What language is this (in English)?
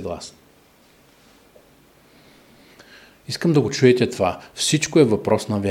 Bulgarian